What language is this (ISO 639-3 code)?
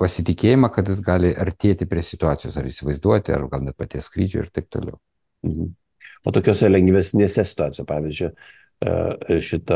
lit